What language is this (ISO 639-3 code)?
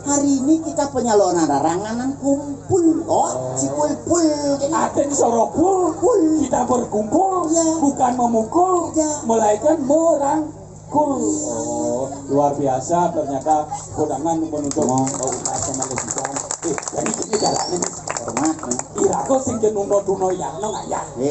ban